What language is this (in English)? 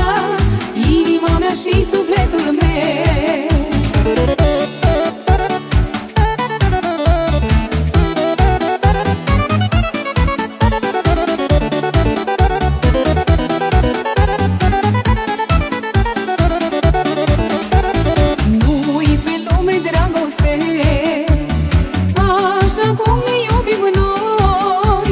Romanian